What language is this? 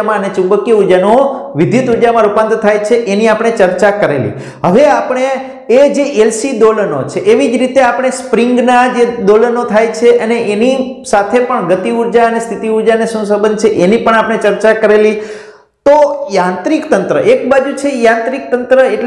Gujarati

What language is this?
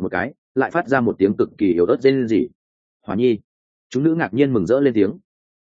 Vietnamese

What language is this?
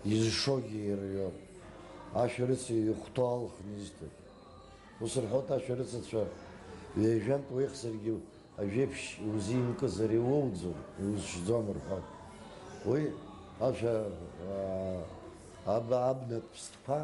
Abkhazian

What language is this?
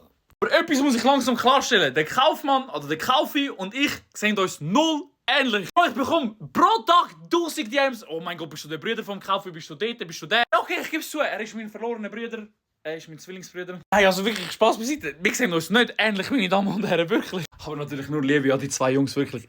Swiss German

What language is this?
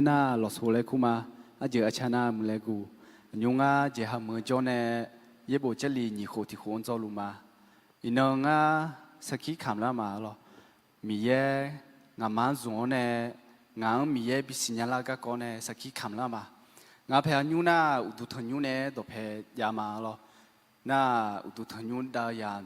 Akha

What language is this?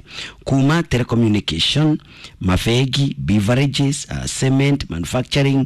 Kikuyu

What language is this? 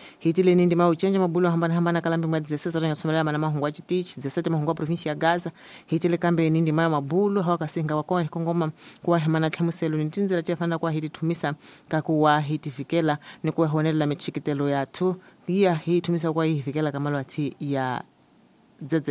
Tsonga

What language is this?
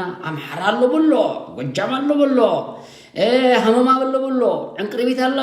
Tigrinya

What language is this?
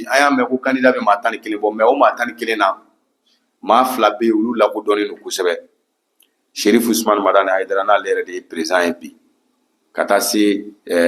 Bambara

